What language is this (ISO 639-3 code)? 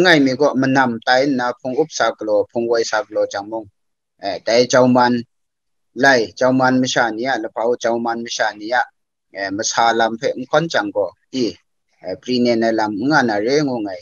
kac